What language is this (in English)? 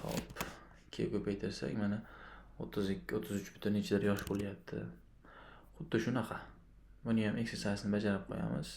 Uzbek